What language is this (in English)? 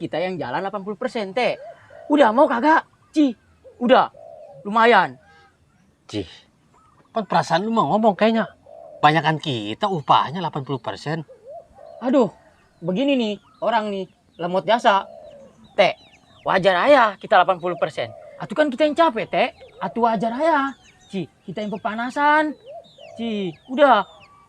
Betawi